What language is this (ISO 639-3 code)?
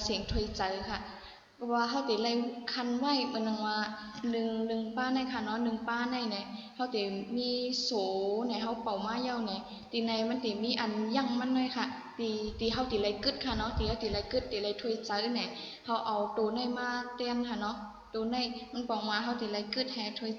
shn